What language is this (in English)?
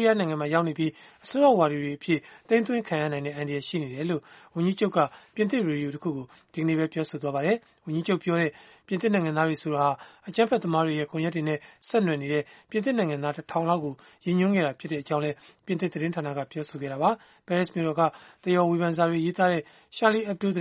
Burmese